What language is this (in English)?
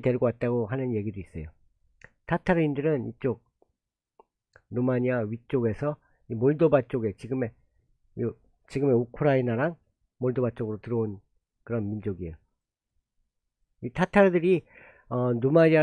Korean